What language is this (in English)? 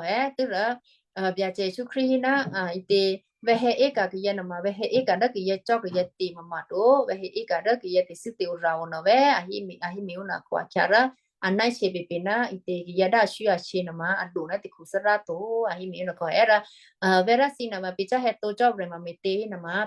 Western Kayah